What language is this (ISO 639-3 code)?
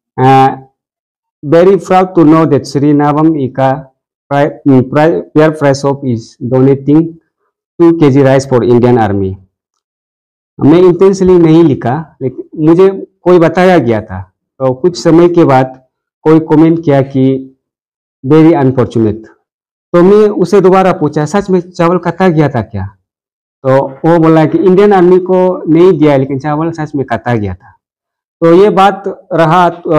hin